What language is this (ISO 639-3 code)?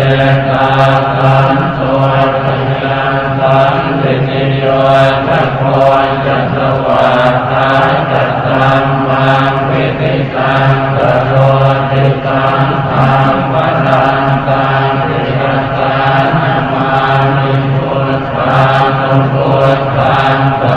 pli